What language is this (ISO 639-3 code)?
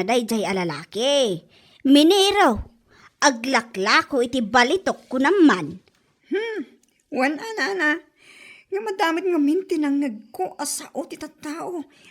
ilo